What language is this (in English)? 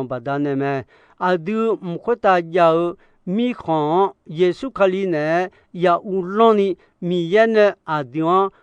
Akha